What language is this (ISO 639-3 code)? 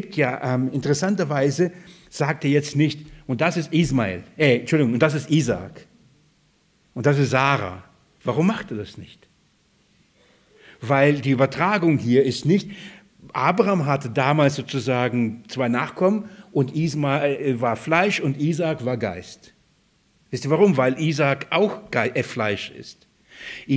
deu